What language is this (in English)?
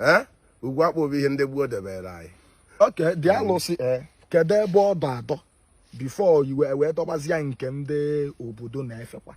Igbo